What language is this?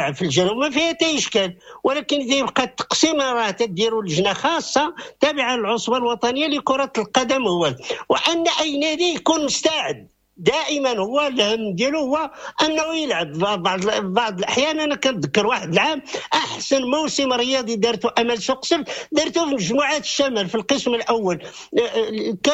Moroccan Arabic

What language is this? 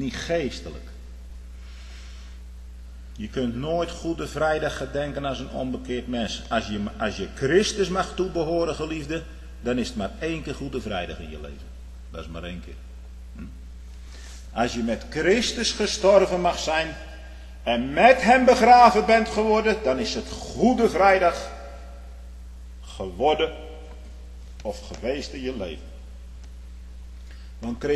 Dutch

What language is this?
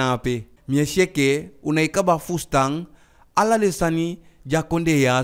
Eastern Maroon Creole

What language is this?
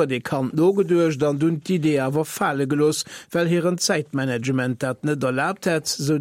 Luxembourgish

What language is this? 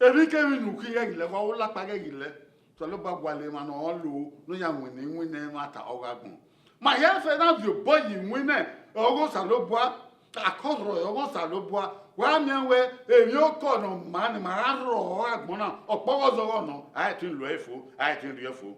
Bini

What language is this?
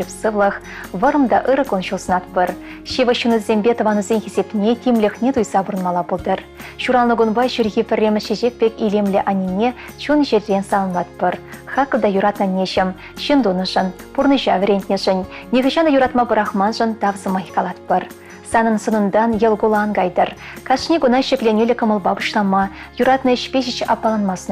Chuvash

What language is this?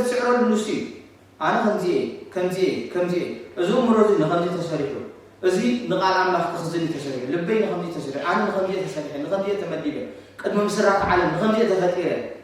Tigrinya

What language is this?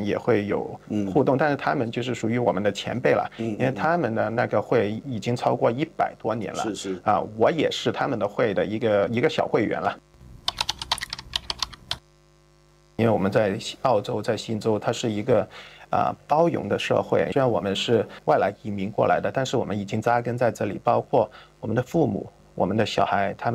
Chinese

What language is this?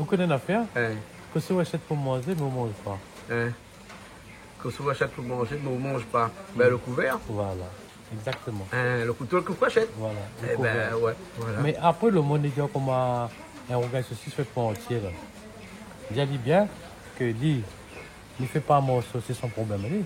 Réunion Creole French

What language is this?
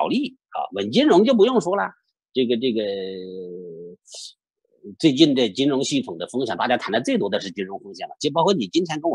Chinese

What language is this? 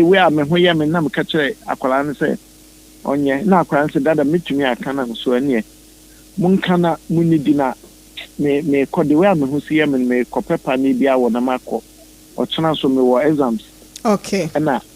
Akan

